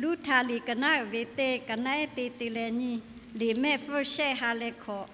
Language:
Lahu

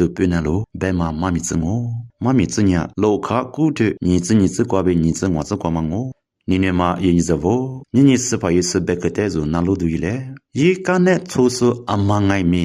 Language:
Lisu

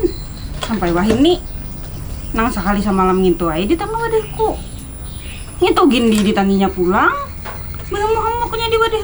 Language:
Banjar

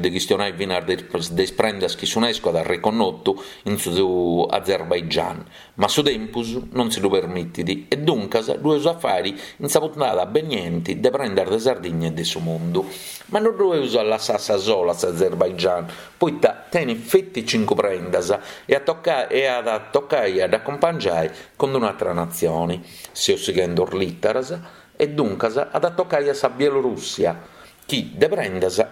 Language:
Sardinian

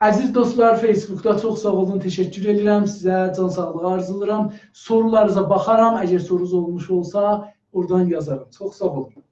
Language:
South Azerbaijani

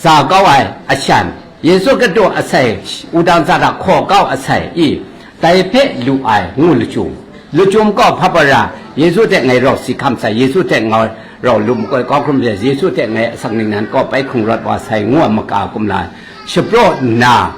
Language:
Kachin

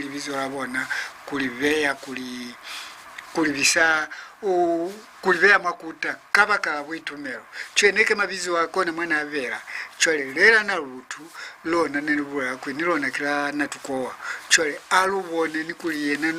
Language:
Lozi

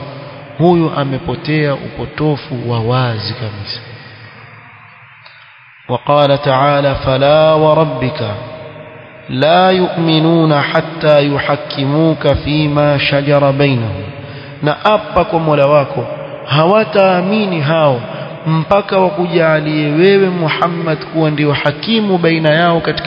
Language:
Swahili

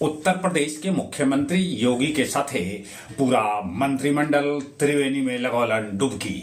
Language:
Magahi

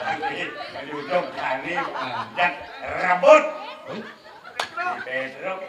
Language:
Balinese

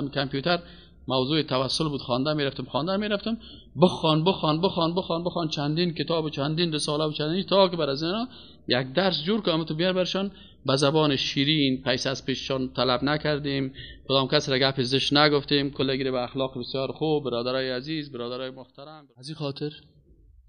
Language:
Persian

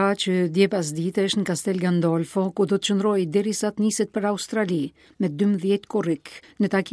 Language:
Albanian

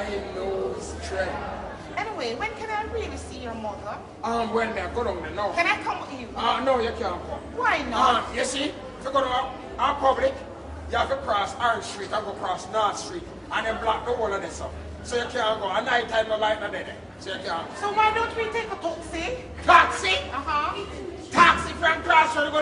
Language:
Jamaican Creole English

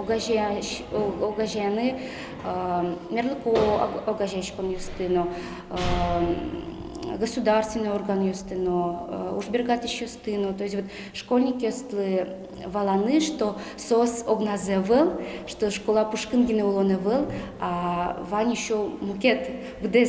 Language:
Udmurt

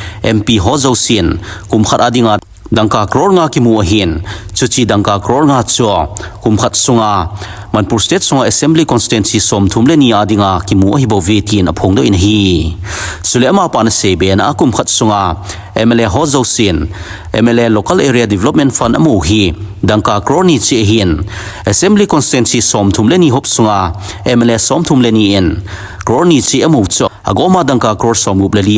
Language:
Thado Chin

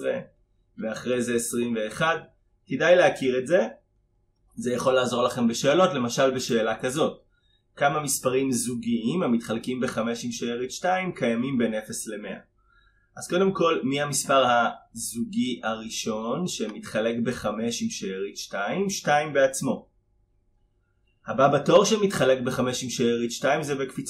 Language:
Hebrew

